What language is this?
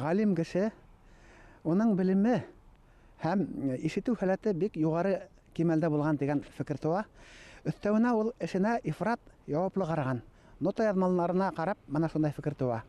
Bashkir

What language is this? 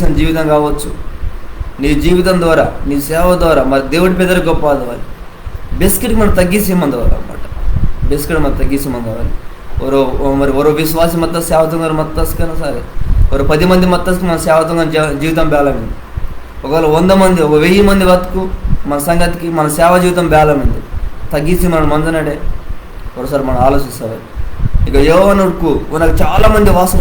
Koya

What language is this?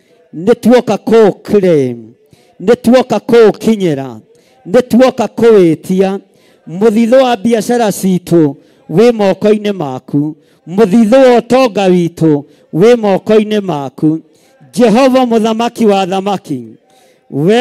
Kikuyu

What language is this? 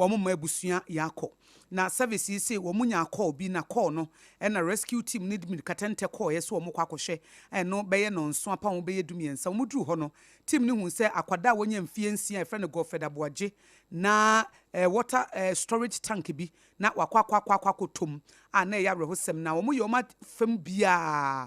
Akan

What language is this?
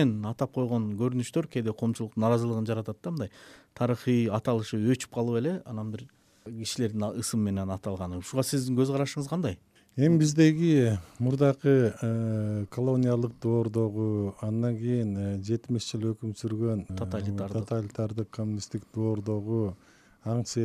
Kyrgyz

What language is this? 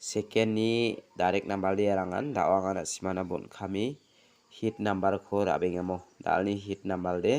Garo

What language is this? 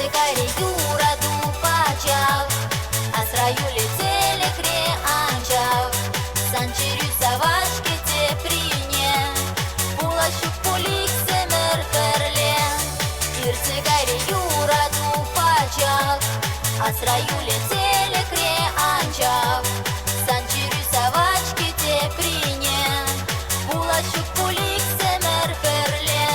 Chuvash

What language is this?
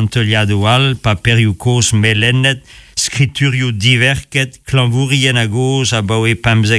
Breton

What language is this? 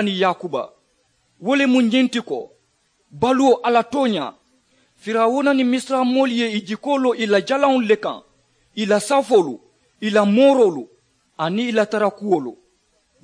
Mandingo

